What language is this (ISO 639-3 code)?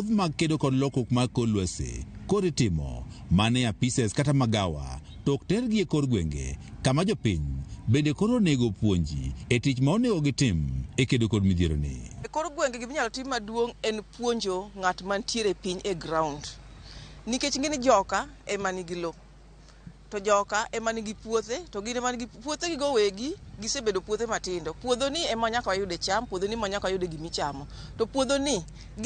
luo